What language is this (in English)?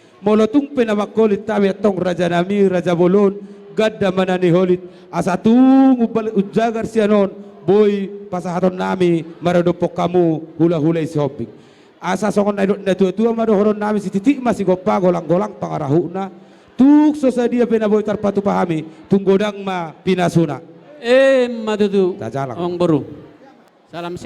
Batak Toba